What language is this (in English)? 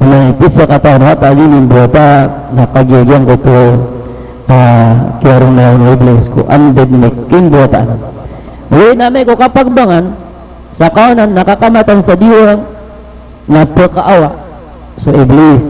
Maranao